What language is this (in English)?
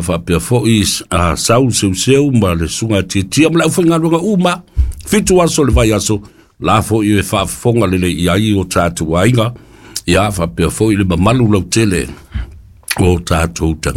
Samoan